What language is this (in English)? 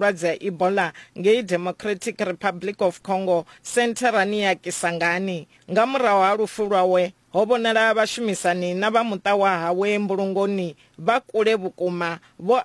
Venda